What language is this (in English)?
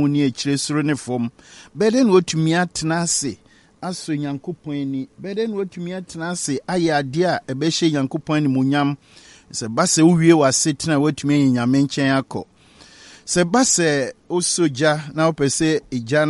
Akan